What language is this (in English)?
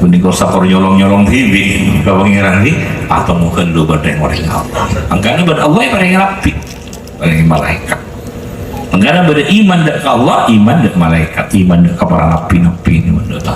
Madurese